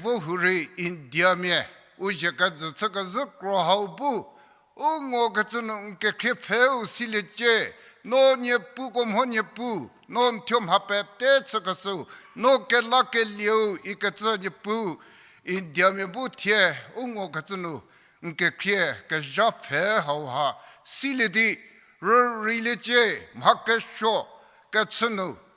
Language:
Angami Naga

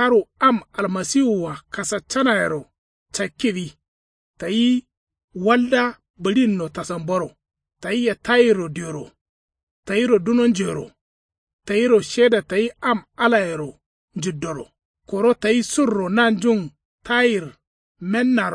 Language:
Kanuri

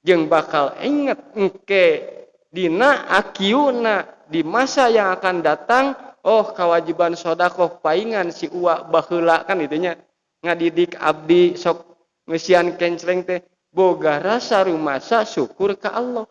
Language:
Sundanese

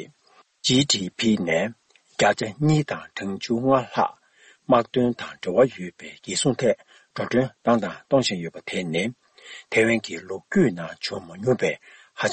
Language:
Tibetan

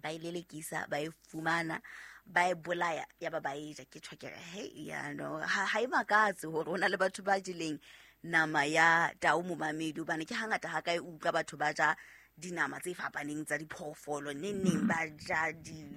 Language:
Southern Sotho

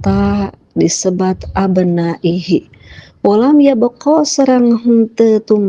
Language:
Sundanese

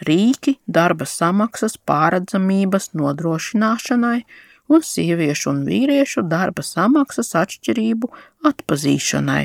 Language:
Latvian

